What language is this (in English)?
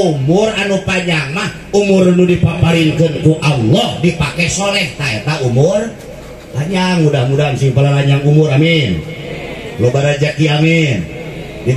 Sundanese